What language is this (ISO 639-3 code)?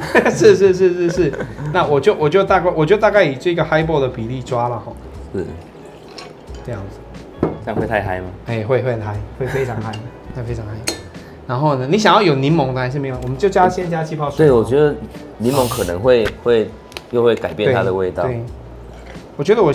zho